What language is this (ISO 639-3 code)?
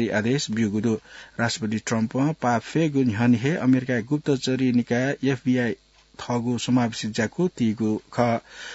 new